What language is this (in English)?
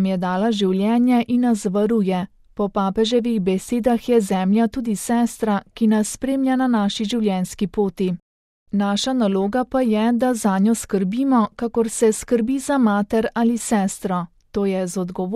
Slovenian